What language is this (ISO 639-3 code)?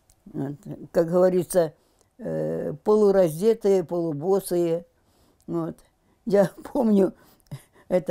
rus